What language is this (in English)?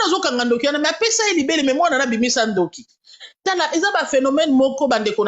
Lingala